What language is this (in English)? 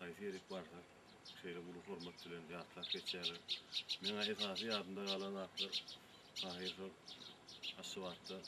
Turkmen